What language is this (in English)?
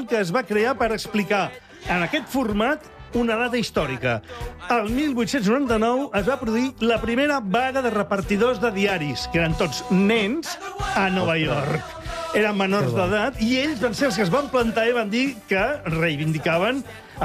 Catalan